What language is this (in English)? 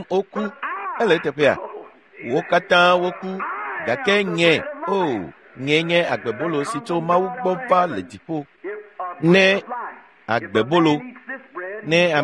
Ewe